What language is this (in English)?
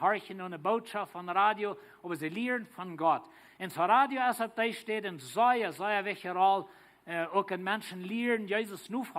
Plautdietsch